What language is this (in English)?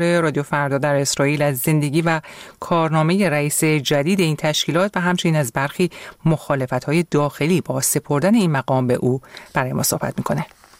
Persian